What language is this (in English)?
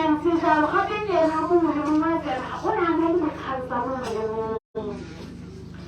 Tswana